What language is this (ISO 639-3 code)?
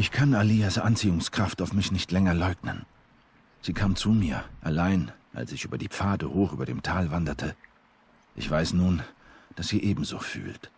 gsw